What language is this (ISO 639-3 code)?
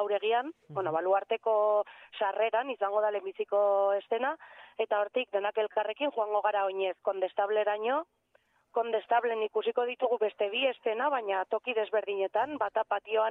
eus